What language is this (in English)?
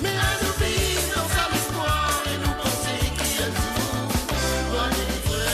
Morisyen